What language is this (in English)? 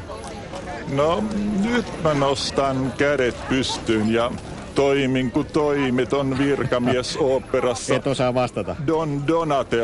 Finnish